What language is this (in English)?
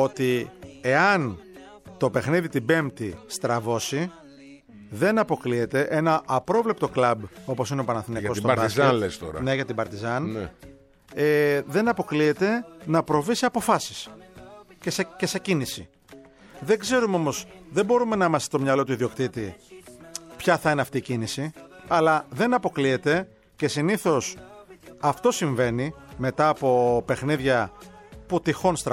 Greek